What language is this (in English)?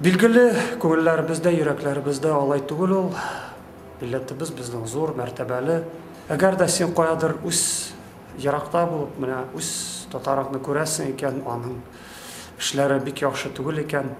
Tatar